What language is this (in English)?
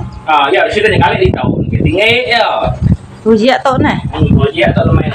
Iban